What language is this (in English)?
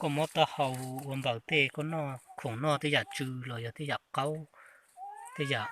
Hmong